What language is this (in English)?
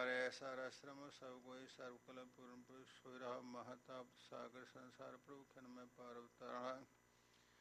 Punjabi